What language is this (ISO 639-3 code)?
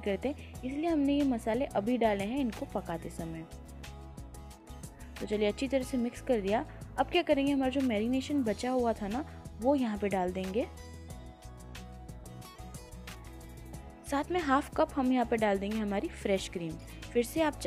hin